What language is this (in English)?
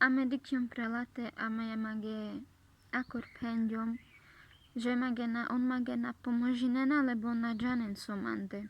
Carpathian Romani